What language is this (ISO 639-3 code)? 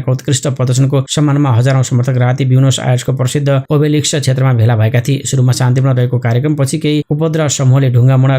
nep